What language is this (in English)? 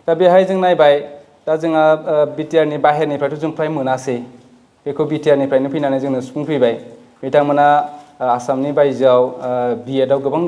Bodo